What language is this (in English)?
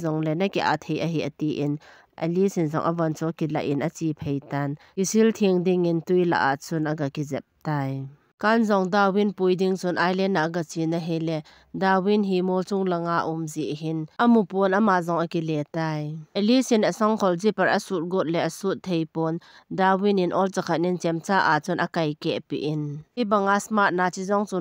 Thado Chin